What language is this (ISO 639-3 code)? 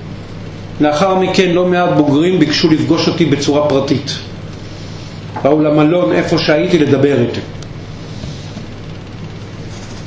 heb